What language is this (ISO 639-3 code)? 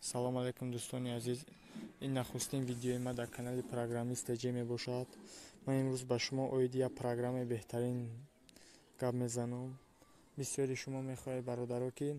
tgk